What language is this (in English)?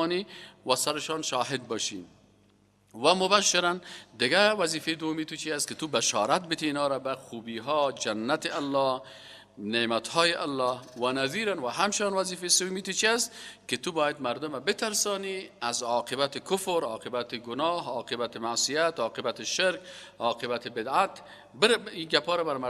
Persian